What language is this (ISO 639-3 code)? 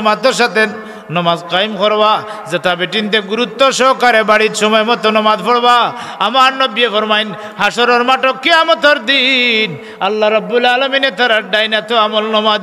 syl